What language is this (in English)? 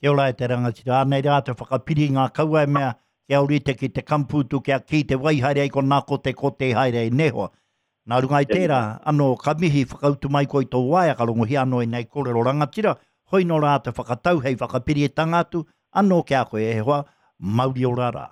Māori